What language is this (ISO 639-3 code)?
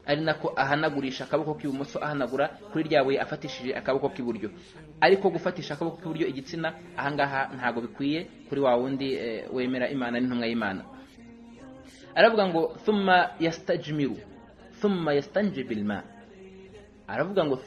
kin